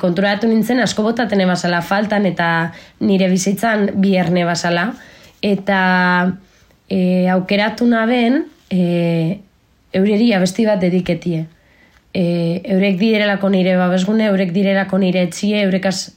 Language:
Basque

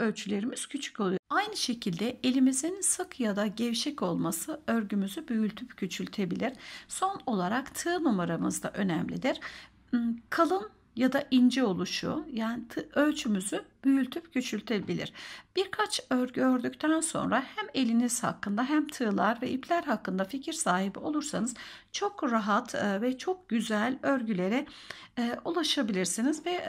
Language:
Turkish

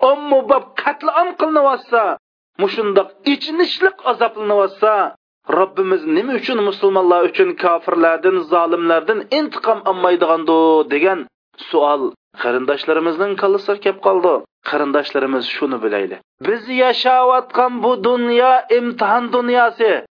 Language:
Uyghur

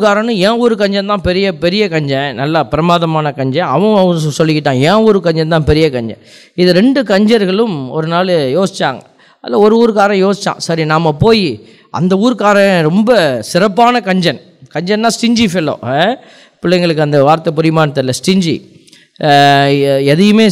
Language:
Tamil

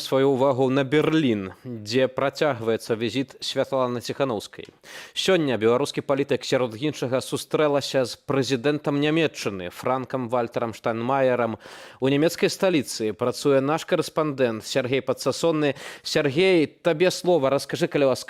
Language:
Belarusian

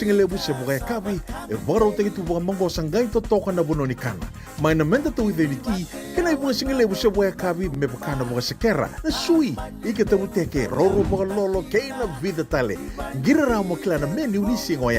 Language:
Fijian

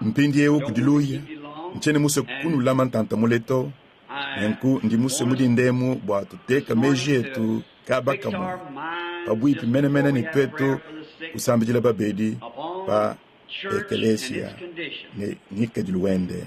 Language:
Luba-Lulua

